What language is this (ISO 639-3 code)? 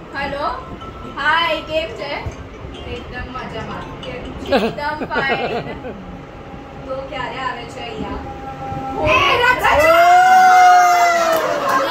guj